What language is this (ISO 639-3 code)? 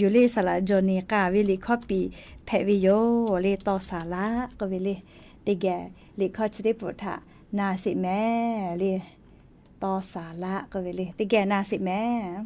lhu